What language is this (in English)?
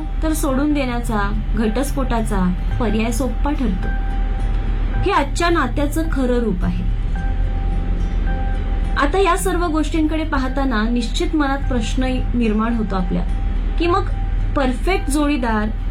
Marathi